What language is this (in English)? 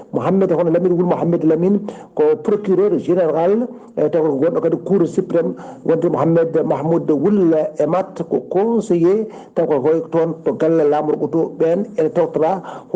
Fula